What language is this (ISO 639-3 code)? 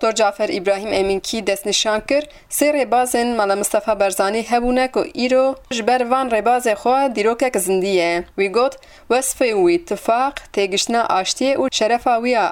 kur